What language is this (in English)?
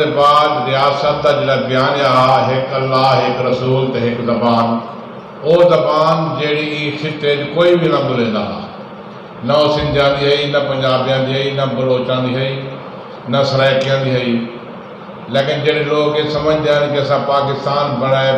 Saraiki